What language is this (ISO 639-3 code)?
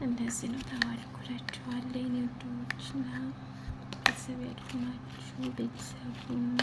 amh